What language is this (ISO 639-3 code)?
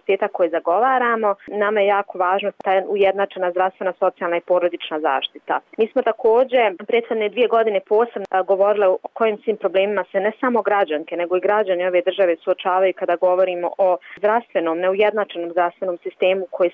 bos